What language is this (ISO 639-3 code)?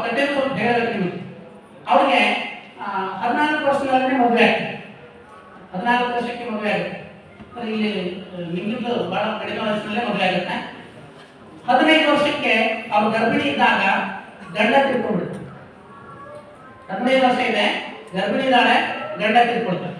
kan